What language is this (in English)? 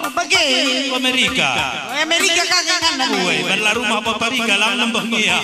Batak Karo